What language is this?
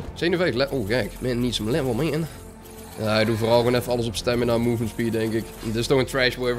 Dutch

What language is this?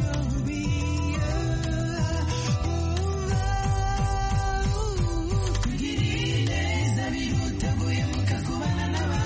Kinyarwanda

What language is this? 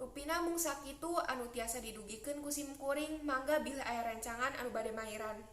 Sundanese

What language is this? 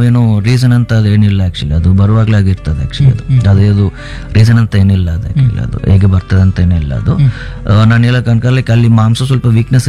Kannada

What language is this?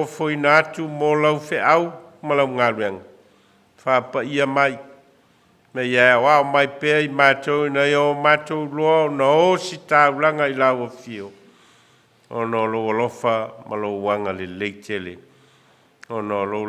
Samoan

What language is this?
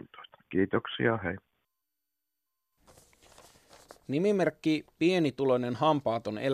Finnish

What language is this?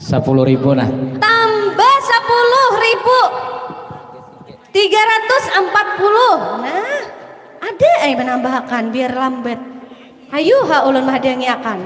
Banjar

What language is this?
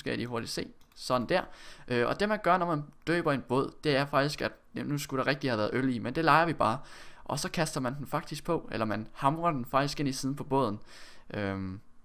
Danish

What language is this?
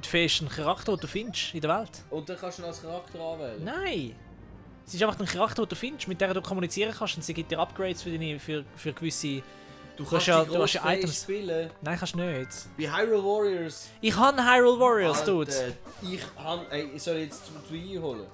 Swiss German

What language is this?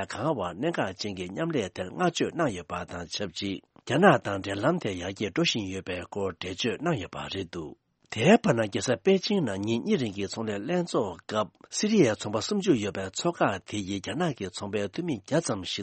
Tibetan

